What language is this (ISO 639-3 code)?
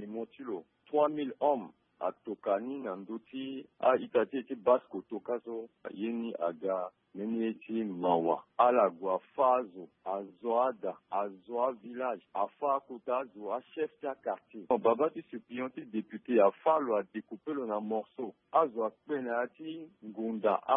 sag